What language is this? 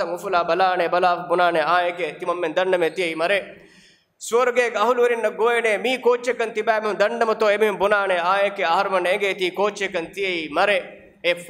Divehi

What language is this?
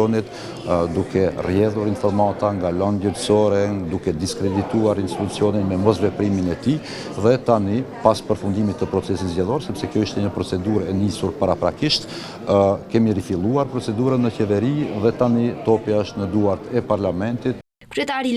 Albanian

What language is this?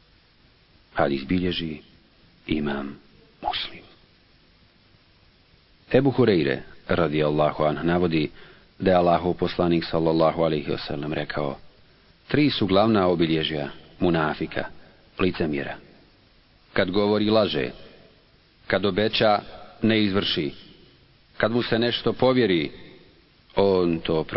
Bosnian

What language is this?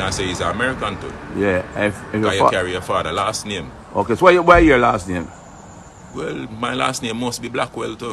Jamaican Creole English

